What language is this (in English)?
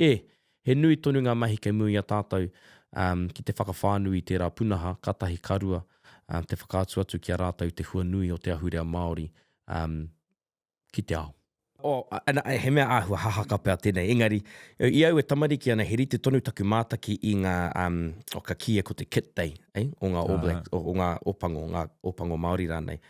Māori